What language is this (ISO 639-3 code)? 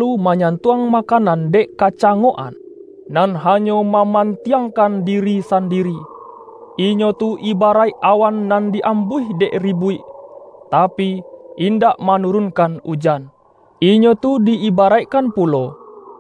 min